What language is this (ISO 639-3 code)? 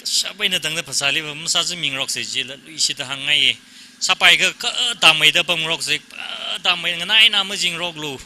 nmf